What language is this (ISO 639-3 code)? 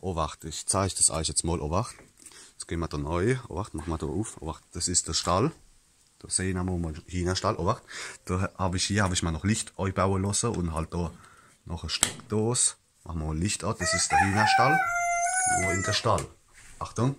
pfl